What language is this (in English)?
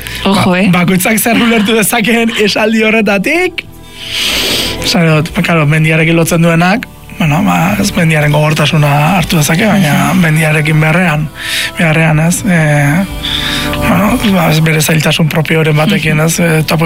Basque